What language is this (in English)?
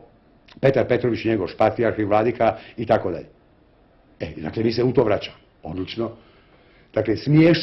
Bosnian